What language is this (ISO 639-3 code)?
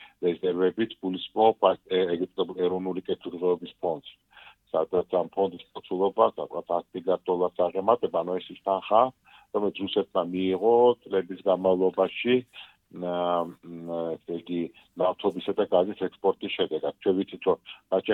kat